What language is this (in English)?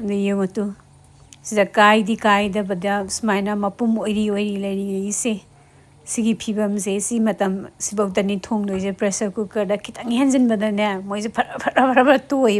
Manipuri